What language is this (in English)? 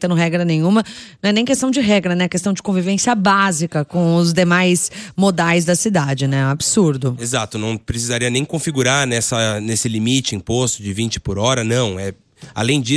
Portuguese